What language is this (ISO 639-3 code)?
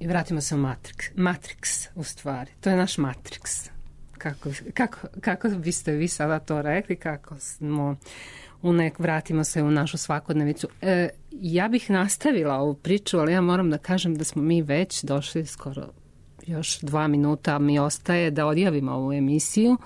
srp